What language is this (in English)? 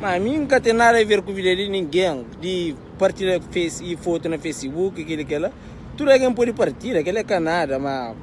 Kabuverdianu